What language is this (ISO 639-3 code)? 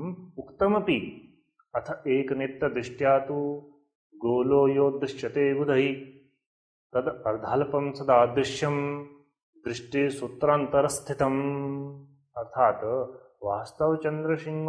san